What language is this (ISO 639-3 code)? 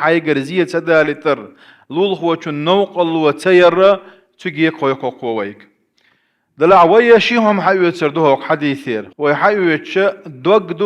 che